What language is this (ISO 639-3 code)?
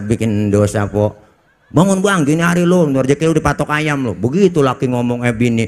bew